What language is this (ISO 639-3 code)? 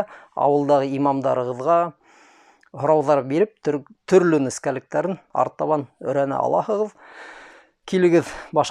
bak